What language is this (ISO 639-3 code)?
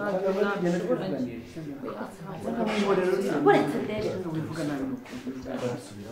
kin